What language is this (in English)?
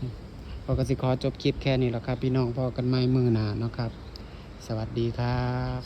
Northeastern Thai